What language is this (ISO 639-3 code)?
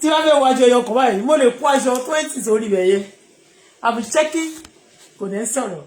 yor